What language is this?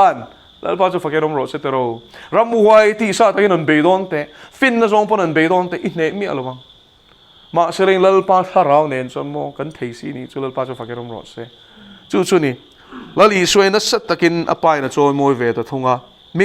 Mizo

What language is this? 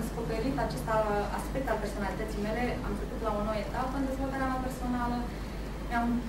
Romanian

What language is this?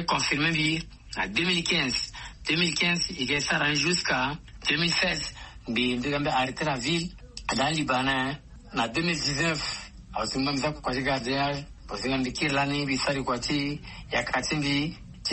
Sango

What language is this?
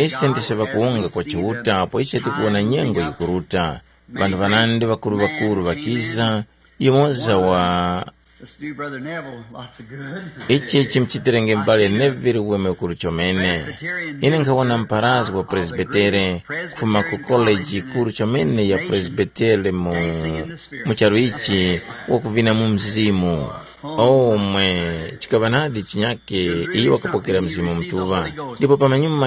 Tumbuka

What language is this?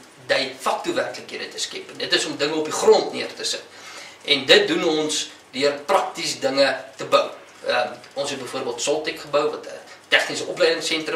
Afrikaans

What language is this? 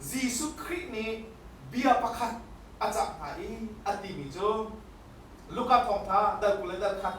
Hakha Chin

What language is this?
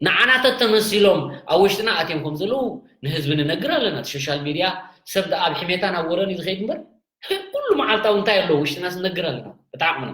Tigrinya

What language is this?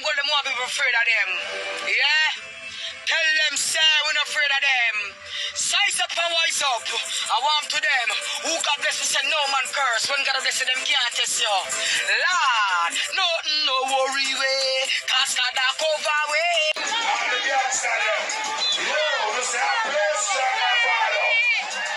Jamaican Creole English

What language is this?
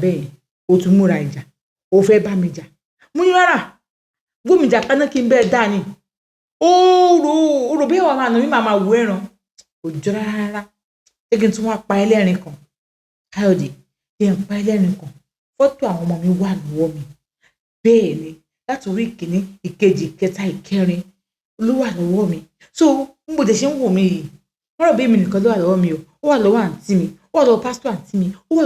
Yoruba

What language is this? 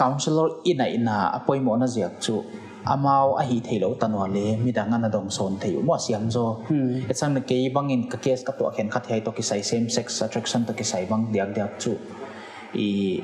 Paite Chin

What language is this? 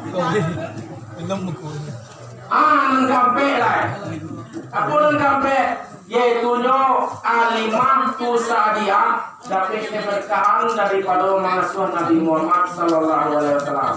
Minangkabau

